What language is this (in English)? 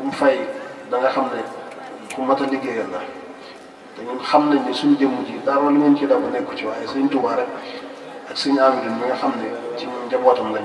Wolof